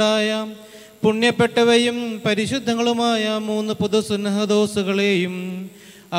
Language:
Malayalam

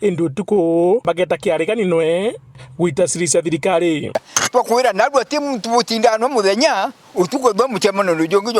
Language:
Meru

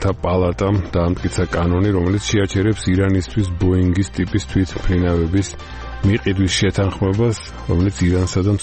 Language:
Georgian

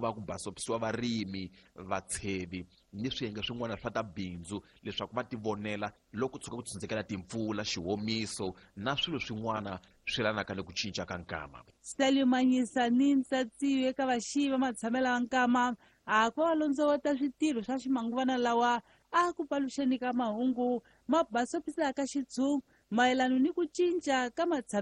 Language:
Tsonga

